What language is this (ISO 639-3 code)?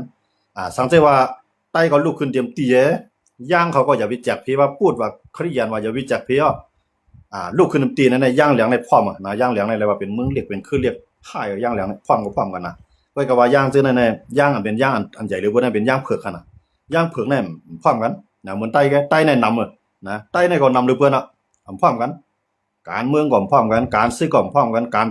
shn